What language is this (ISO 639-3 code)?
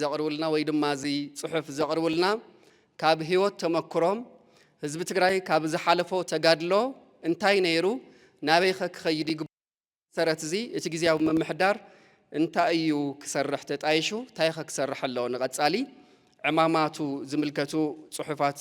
tir